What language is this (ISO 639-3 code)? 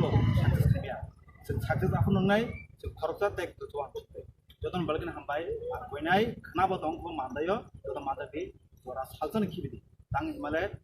trp